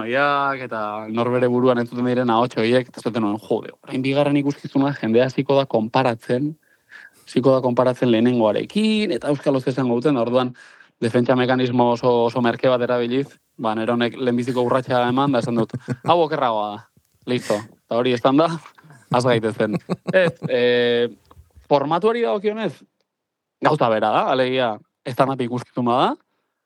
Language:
Basque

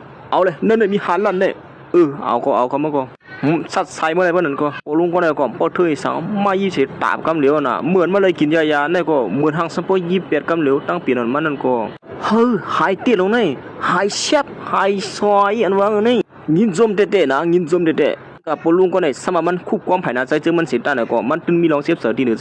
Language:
Shan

